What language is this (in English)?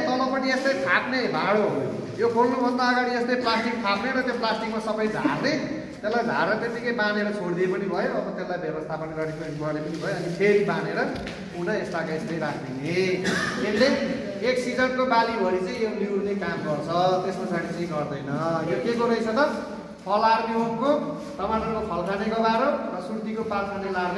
Nepali